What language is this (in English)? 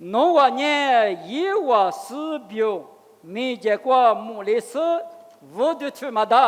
Lisu